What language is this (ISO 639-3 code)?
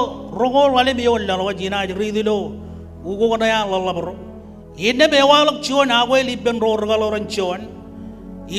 mah